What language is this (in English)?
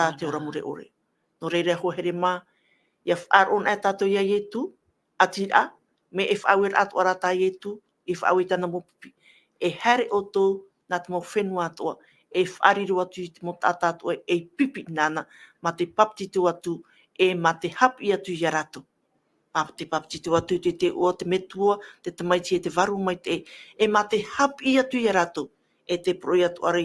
Tahitian